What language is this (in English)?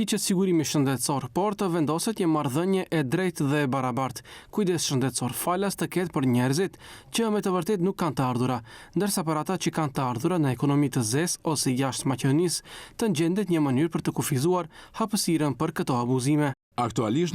Albanian